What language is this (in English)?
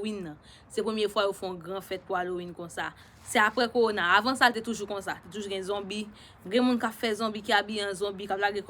Haitian Creole